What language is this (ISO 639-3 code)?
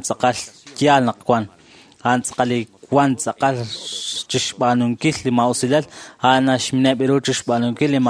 kek